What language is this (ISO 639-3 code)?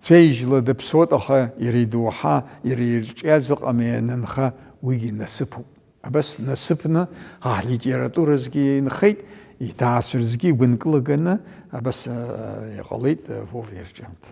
abk